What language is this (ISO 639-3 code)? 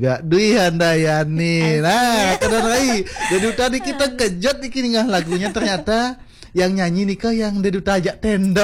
ban